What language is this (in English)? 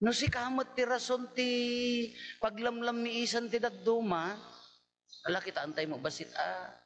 Iloko